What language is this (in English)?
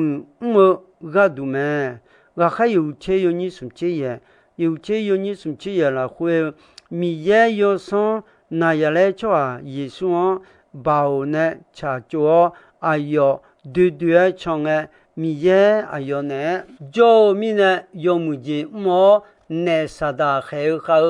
Akha